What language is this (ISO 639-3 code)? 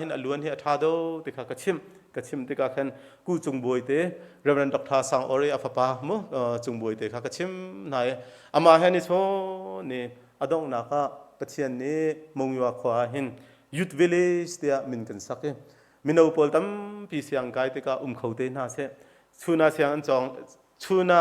cnh